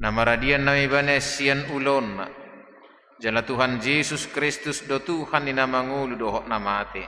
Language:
Batak Toba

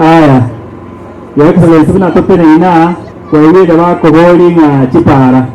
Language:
Gusii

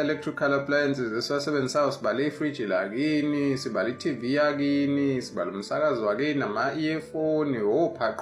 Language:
Zulu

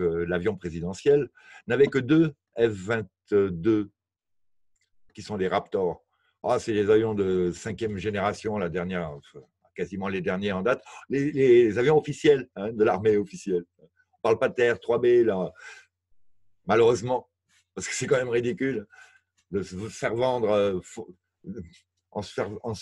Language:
French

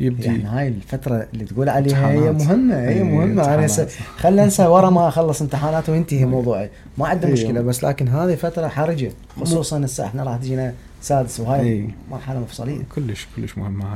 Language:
Mesopotamian Arabic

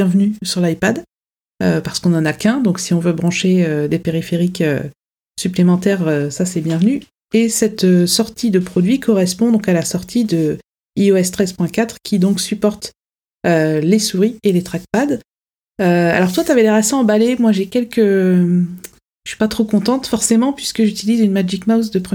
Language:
French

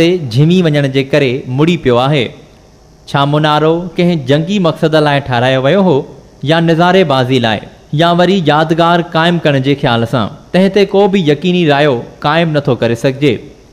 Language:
Sindhi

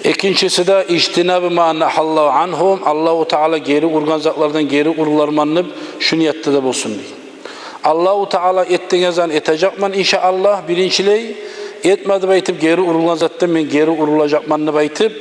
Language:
Kumyk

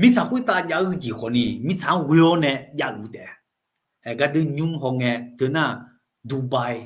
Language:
Akha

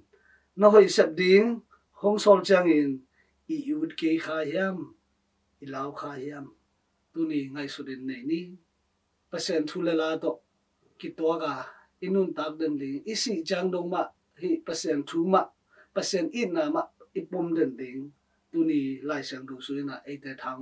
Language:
Tedim Chin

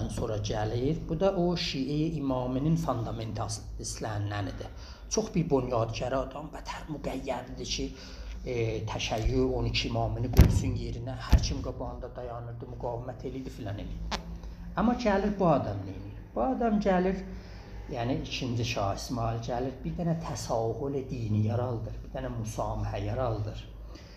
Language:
South Azerbaijani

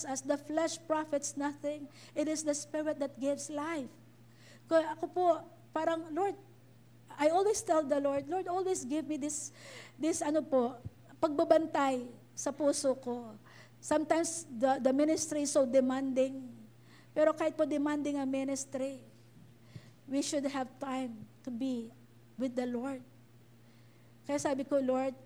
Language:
Filipino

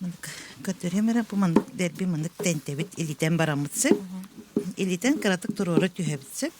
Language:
Yakut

